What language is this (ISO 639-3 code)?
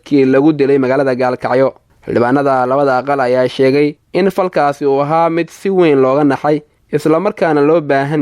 som